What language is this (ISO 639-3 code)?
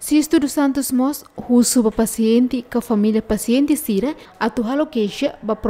tet